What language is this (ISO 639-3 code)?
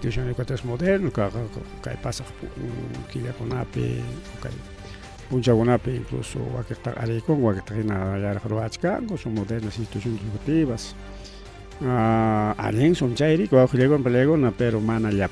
quy